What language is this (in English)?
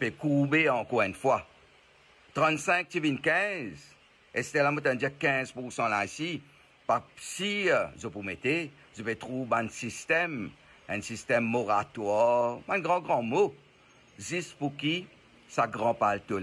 Morisyen